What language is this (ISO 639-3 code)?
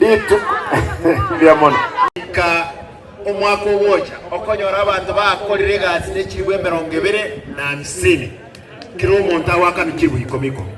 guz